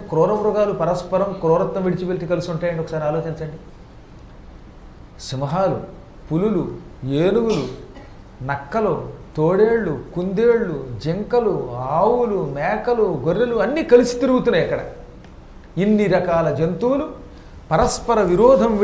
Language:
Telugu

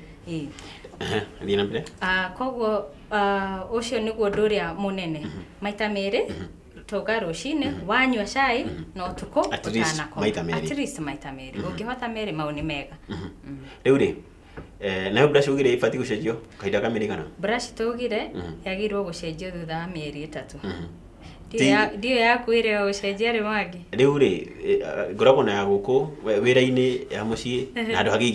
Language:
Kikuyu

